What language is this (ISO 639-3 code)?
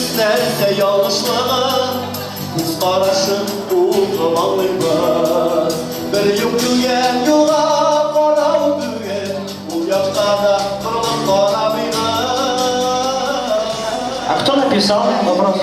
tat